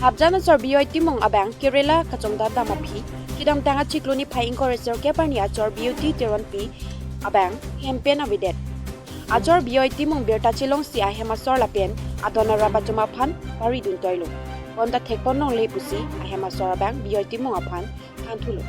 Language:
Karbi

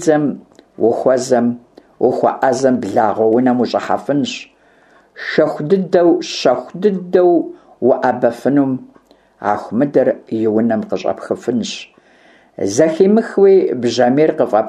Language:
Kabardian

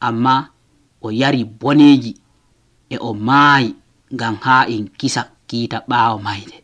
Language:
Nigerian Fulfulde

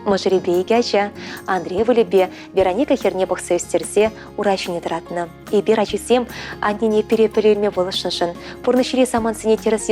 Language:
Chuvash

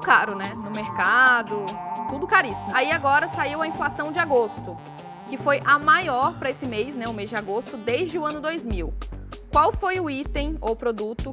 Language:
Portuguese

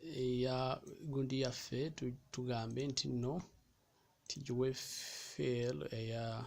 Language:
Ganda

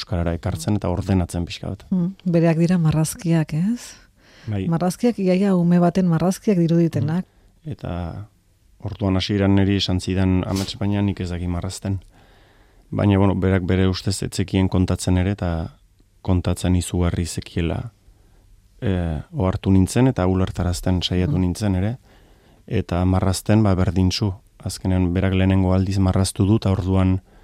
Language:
Basque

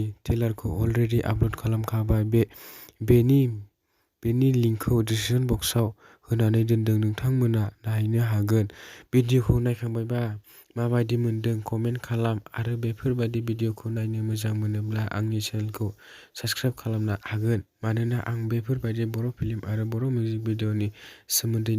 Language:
Bodo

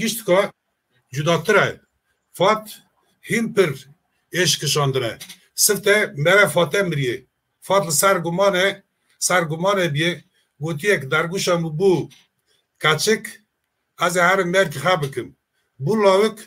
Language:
Kurdish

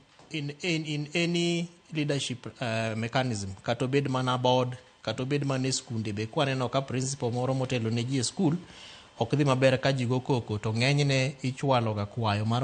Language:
Luo (Kenya and Tanzania)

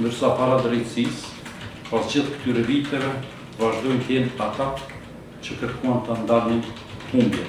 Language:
Albanian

